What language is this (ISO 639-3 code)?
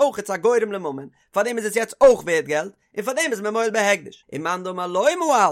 yid